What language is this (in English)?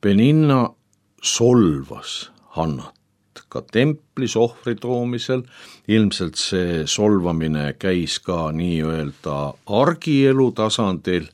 Estonian